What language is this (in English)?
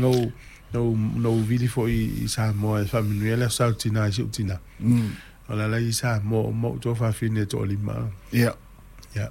Samoan